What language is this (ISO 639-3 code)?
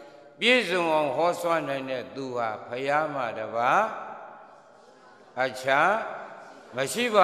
mya